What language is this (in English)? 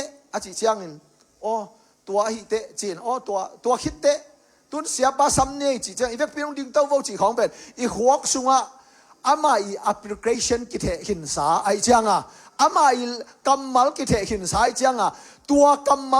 Tedim Chin